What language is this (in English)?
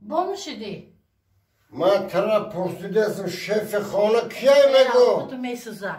Tajik